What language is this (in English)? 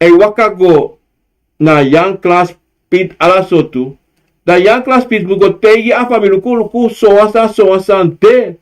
Sranan Tongo